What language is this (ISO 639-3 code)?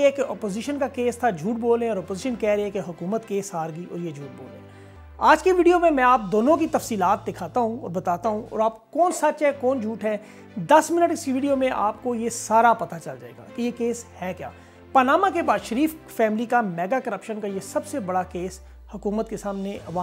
urd